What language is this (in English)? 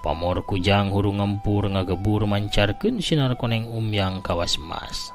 Sundanese